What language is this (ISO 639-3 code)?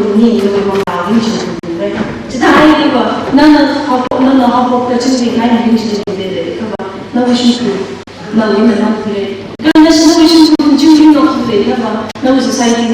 nmf